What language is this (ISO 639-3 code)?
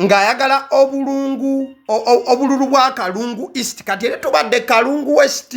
lug